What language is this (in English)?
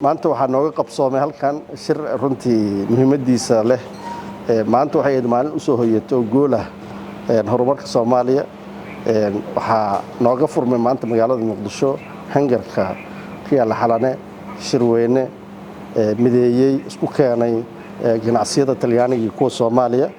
Somali